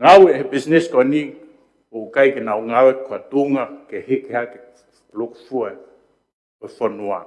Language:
Tongan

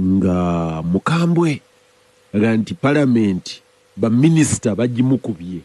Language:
Ganda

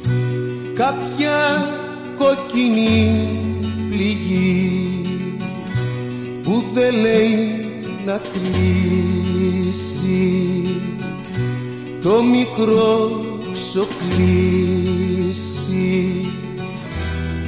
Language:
Greek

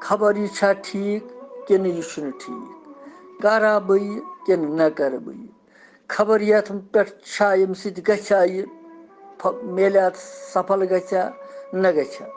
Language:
Kashmiri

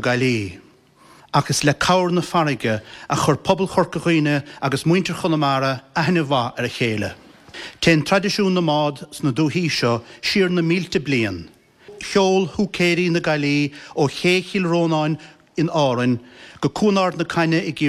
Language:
Irish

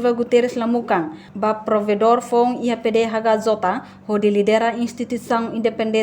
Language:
Tetum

